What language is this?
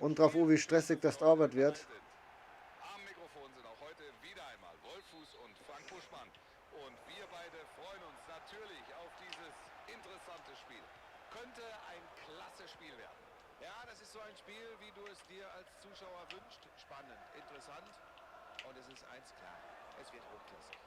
Bavarian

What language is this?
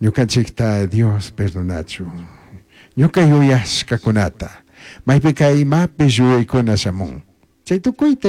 Chimborazo Highland Quichua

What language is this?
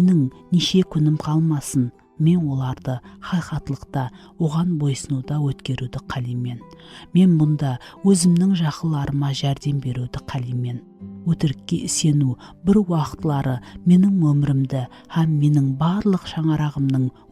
Kara-Kalpak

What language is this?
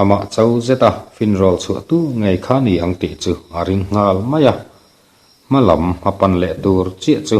Mizo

